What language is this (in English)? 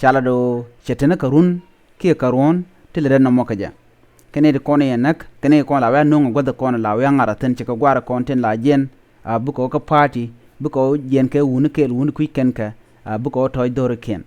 Nuer